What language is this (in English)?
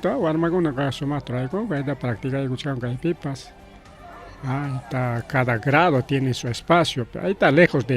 Ayacucho Quechua